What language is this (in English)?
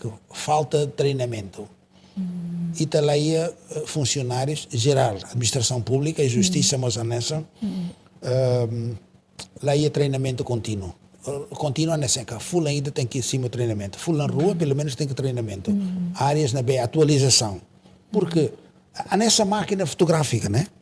Tetum